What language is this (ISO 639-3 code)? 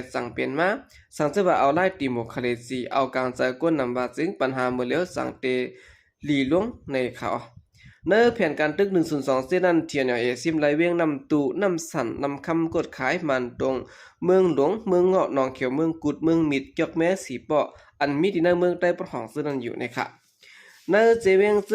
shn